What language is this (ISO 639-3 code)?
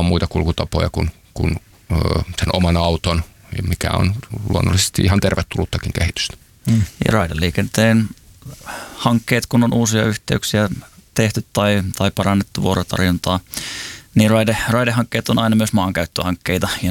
fin